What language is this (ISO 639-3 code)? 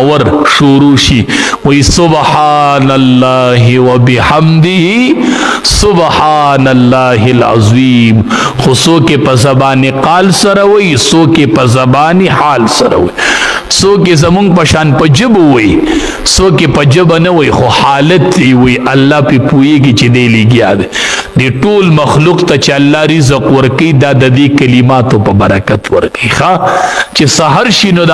pus